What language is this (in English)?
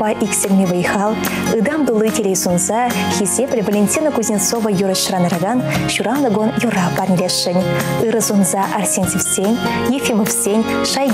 Chuvash